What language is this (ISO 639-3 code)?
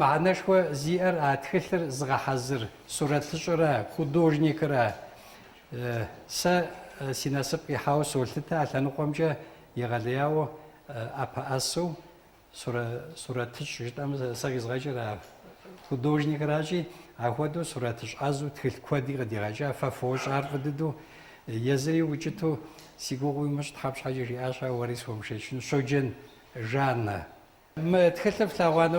kbd